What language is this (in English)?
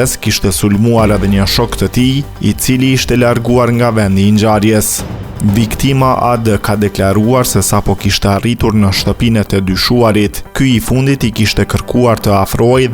Albanian